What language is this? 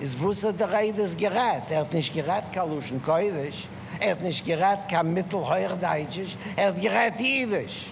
Yiddish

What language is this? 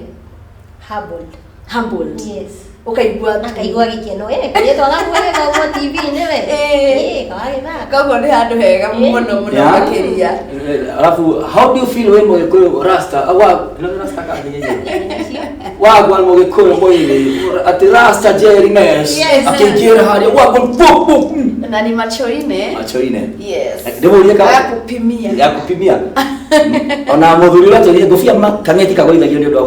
Kikuyu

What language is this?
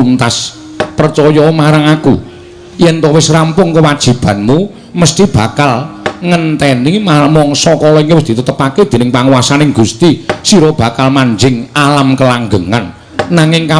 Javanese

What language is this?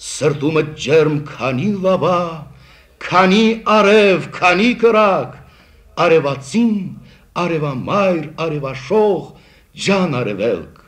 Armenian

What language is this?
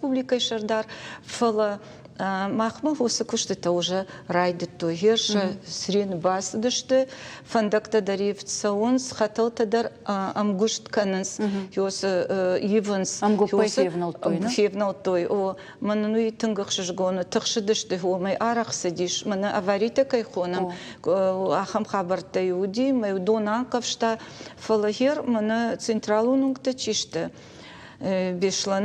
Ossetic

